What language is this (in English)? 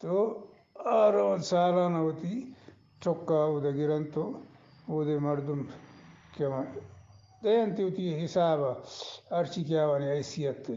Eastern Balochi